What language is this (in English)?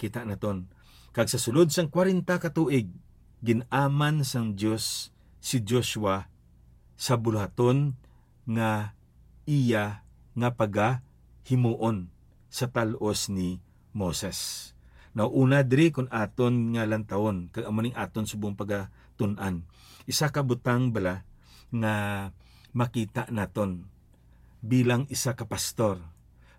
Hiligaynon